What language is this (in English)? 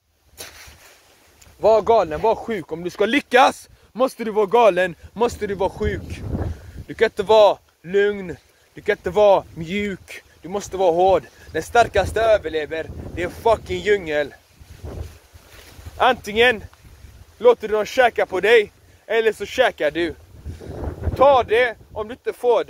Swedish